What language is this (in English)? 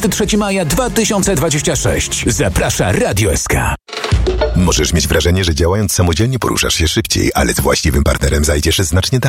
Polish